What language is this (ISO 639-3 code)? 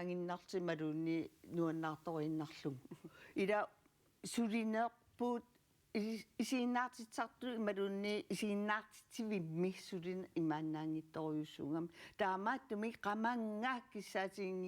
kal